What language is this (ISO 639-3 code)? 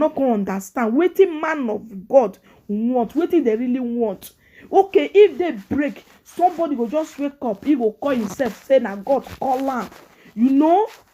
pcm